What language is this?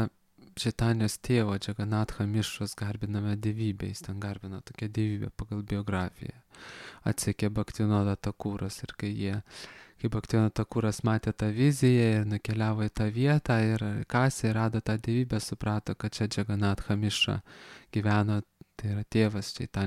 Lithuanian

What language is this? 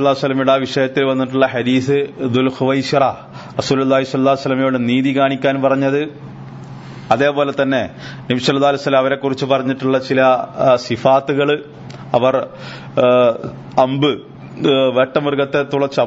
Malayalam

